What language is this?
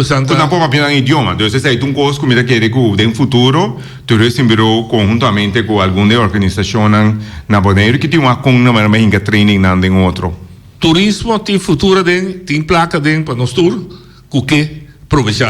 Papiamento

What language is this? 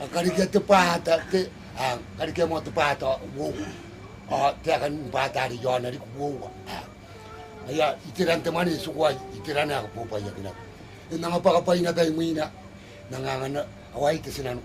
Gilbertese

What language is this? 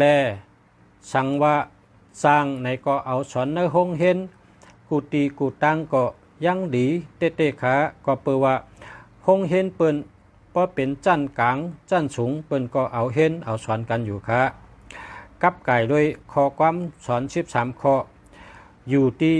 Shan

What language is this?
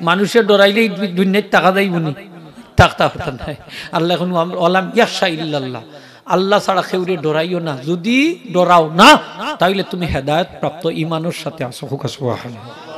Sylheti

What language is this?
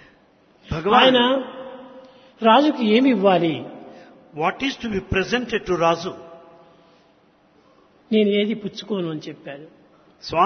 Telugu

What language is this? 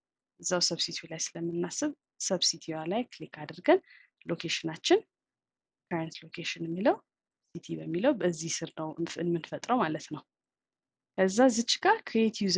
Amharic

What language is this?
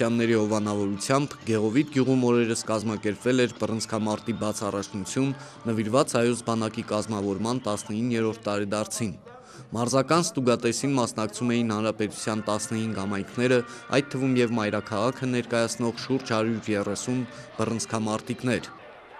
Armenian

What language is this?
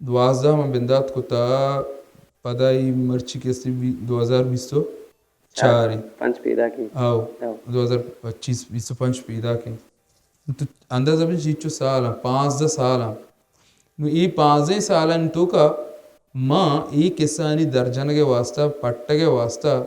Baluchi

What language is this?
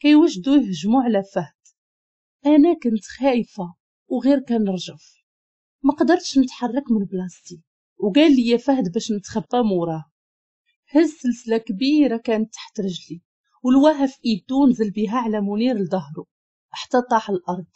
Moroccan Arabic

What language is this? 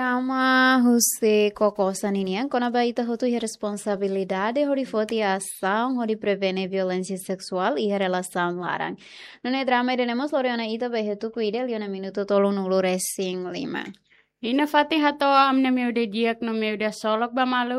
Tetum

